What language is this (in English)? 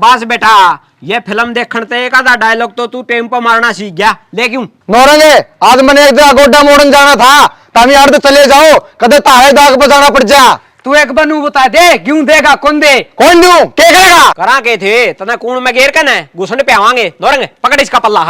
Haryanvi